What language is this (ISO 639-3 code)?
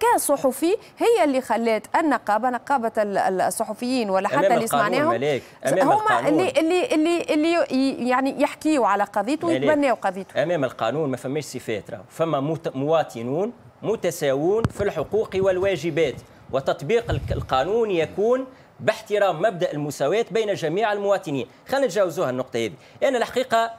aeb